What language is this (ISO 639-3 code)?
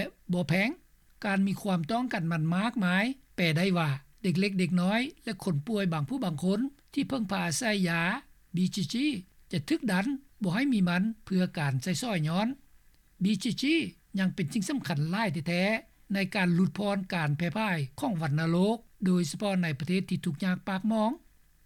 lao